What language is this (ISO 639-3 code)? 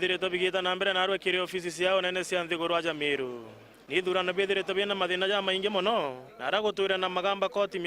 mer